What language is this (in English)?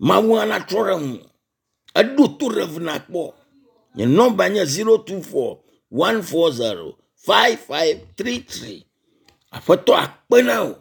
Ewe